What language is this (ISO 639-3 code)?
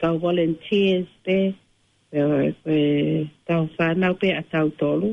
ton